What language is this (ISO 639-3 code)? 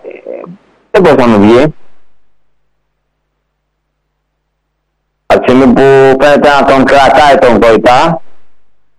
ell